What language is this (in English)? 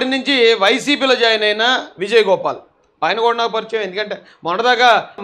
Telugu